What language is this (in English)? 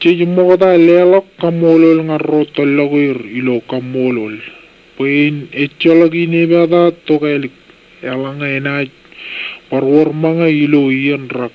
Marshallese